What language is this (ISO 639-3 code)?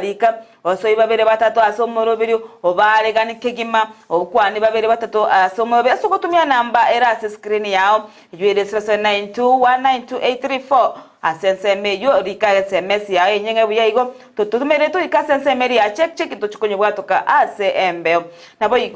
guz